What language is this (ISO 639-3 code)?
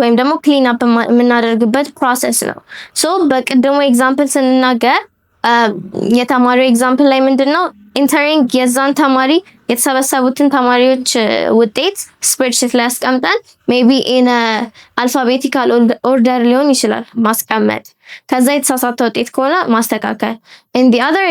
amh